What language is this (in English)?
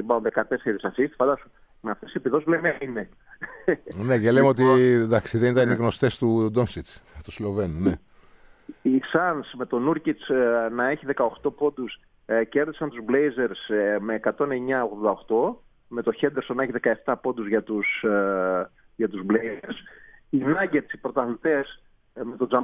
Greek